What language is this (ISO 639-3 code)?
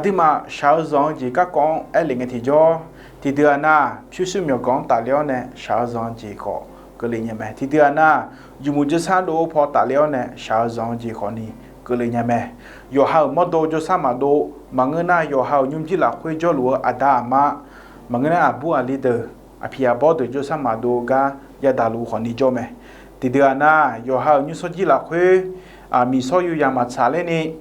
ahk